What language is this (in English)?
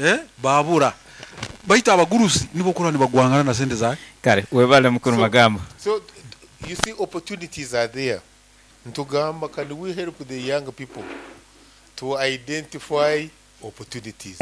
Nyoro